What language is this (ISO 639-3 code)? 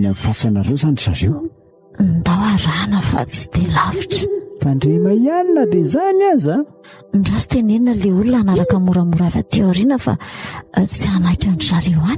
mlg